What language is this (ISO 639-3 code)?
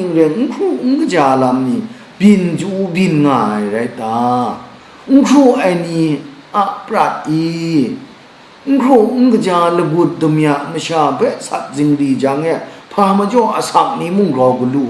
kac